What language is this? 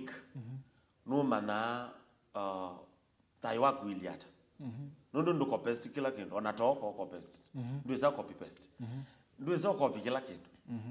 Kamba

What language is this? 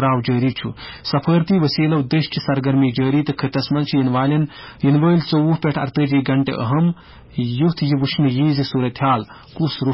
Kashmiri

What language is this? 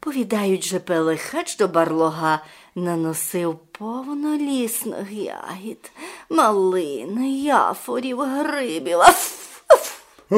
Rusyn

